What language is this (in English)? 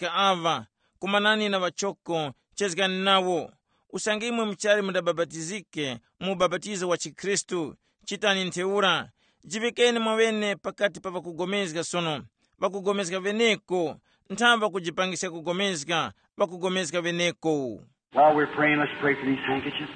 Tumbuka